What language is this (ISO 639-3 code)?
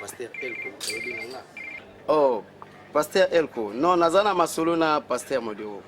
lin